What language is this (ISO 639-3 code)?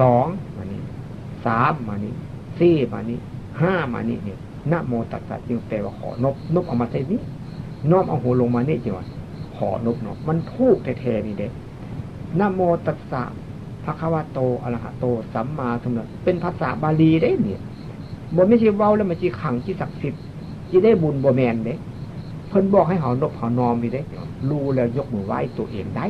tts